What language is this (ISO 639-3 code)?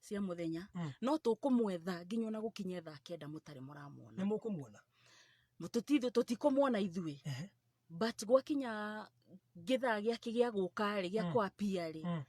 kik